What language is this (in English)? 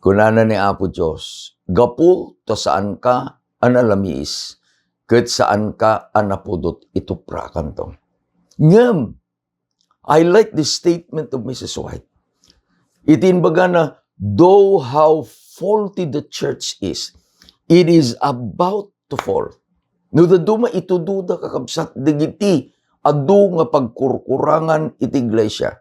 Iloko